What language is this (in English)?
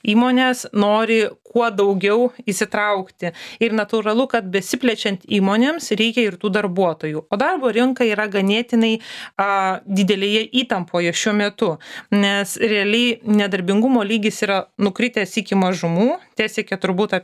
Lithuanian